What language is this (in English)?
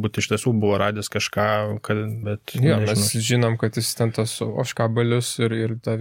Lithuanian